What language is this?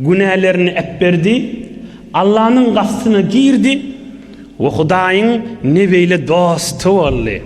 Turkmen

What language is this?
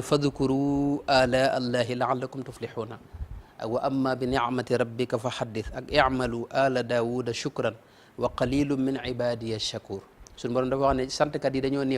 Wolof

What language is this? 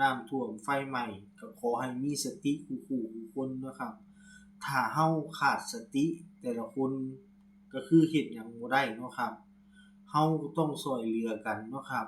Northeastern Thai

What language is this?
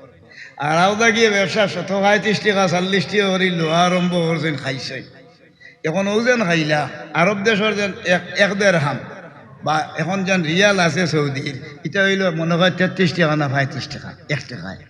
Sylheti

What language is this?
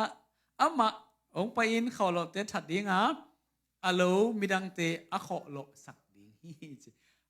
Tedim Chin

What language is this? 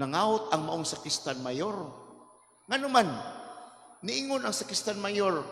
Cebuano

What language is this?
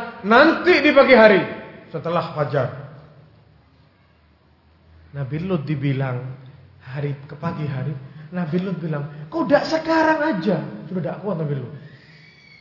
Indonesian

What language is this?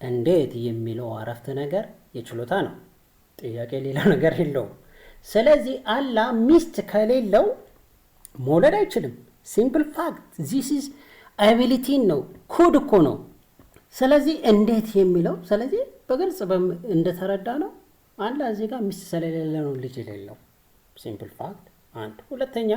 Amharic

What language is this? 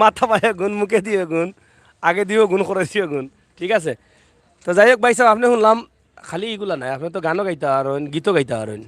Sylheti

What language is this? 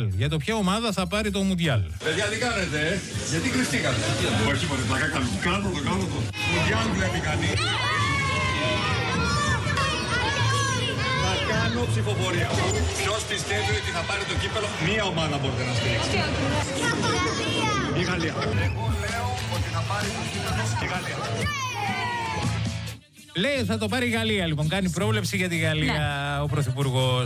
Greek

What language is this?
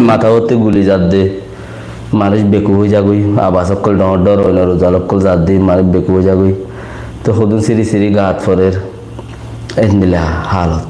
Rohingya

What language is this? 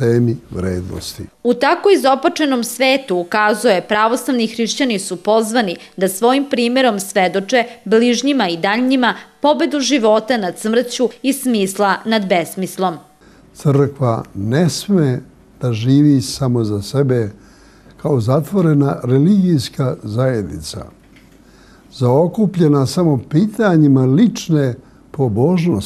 Serbian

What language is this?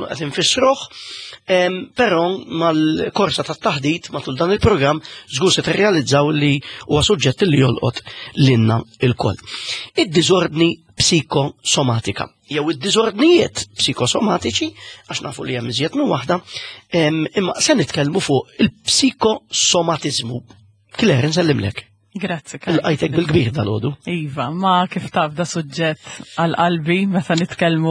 Maltese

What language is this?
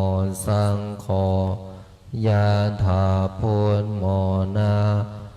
Pali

